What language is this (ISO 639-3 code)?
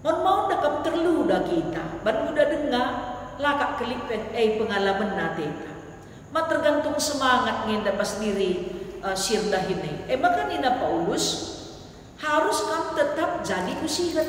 btx